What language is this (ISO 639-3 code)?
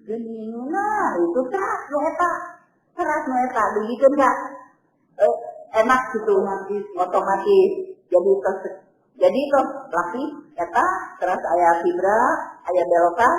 sun